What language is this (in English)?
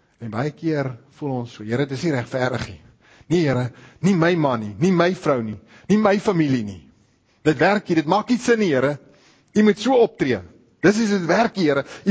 Afrikaans